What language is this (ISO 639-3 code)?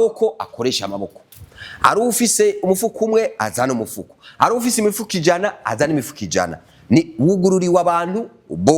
run